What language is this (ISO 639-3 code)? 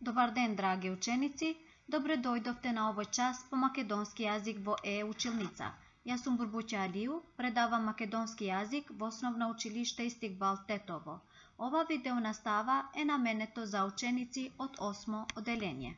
mkd